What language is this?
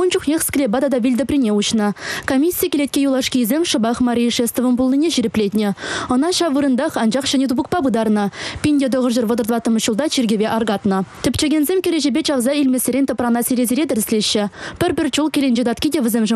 Chuvash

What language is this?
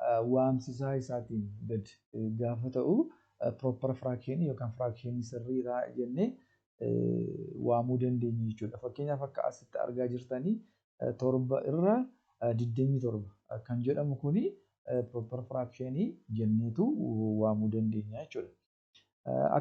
Oromo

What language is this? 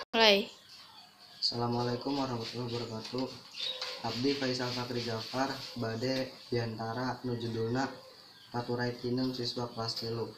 Sundanese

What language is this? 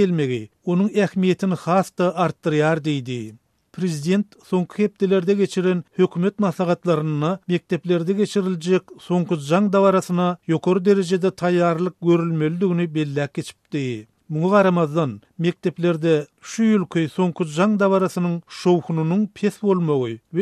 Turkmen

